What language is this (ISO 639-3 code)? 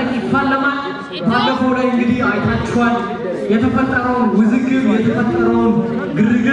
amh